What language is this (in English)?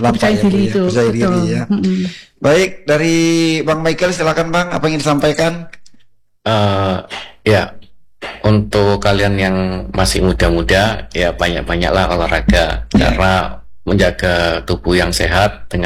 Indonesian